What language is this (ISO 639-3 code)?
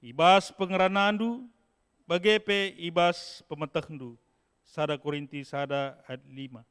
btx